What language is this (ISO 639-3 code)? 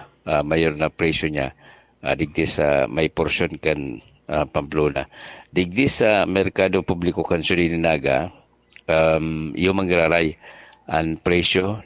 bik